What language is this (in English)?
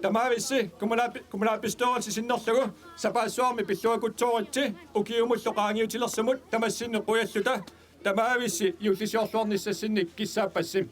Kalaallisut